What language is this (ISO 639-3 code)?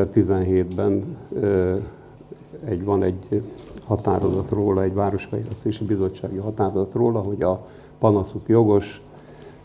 hun